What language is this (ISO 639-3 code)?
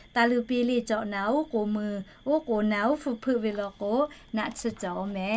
lhu